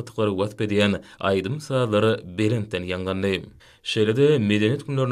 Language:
Turkmen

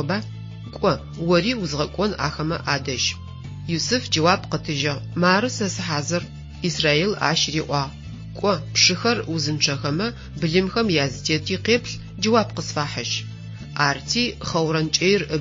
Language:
Adyghe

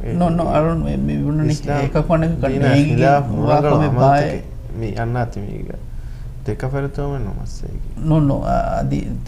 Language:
Divehi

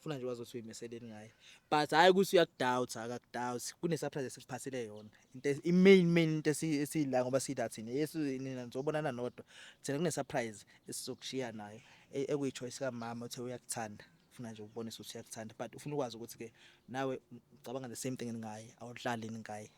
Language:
Zulu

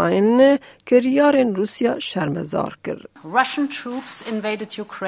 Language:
Kurdish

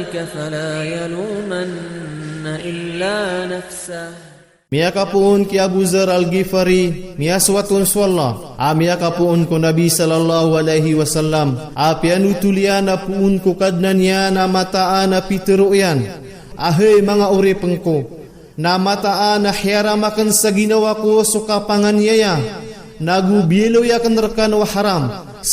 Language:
Maranao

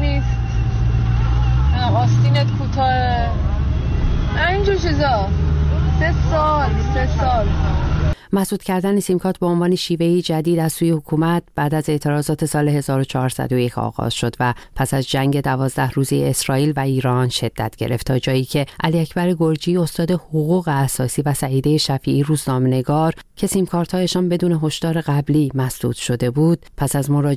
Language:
Persian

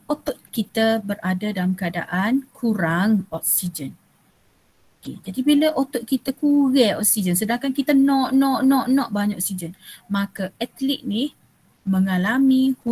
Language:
Malay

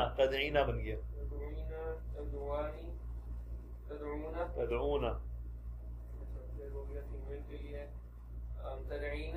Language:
Urdu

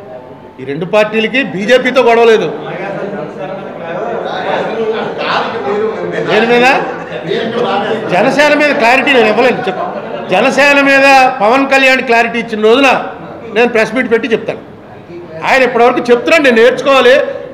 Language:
Telugu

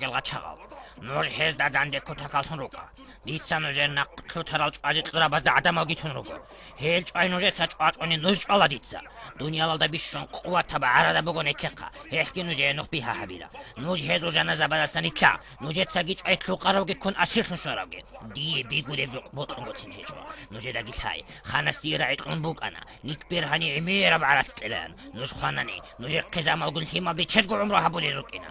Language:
Avaric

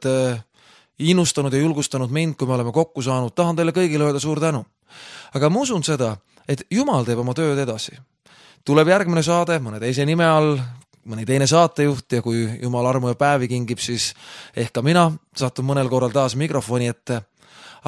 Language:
Estonian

